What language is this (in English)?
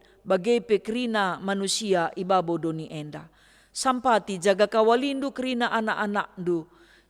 Batak Karo